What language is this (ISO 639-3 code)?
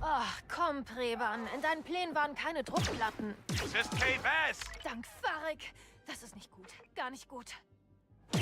bar